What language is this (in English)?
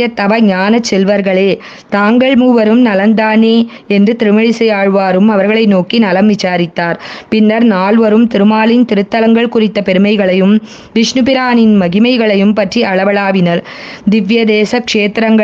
Tamil